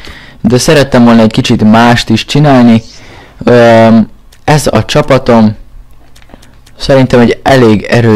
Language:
Hungarian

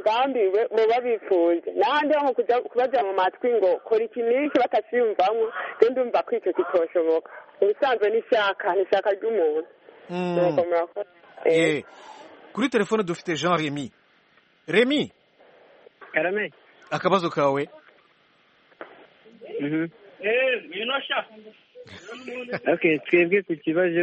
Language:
Kinyarwanda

